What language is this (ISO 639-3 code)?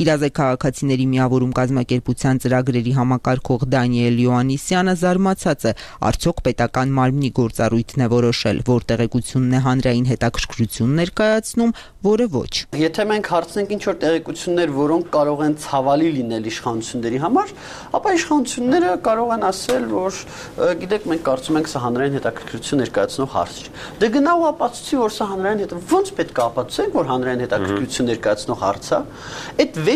hye